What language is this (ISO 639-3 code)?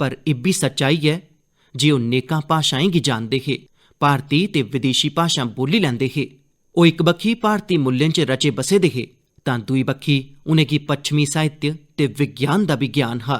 doi